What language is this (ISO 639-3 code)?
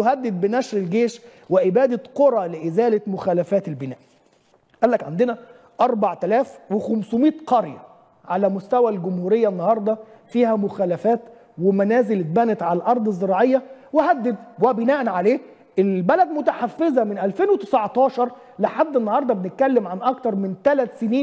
arz